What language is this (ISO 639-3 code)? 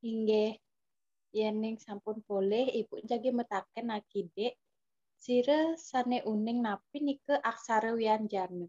ban